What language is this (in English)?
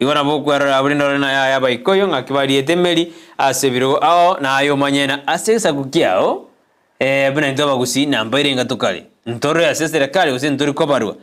Gusii